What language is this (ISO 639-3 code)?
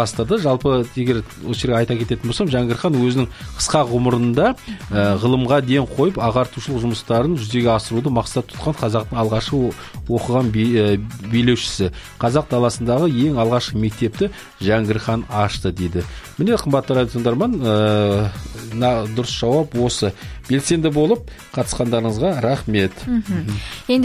kaz